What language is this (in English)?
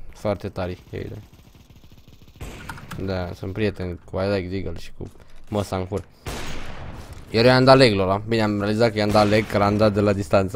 Romanian